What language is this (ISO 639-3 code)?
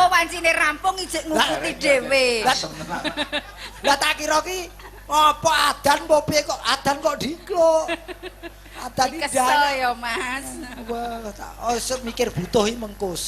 jav